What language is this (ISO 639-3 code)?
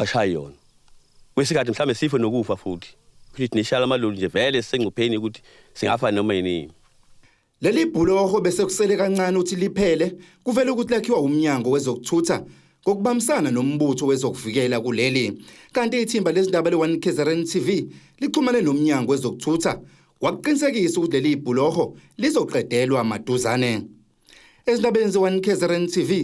zul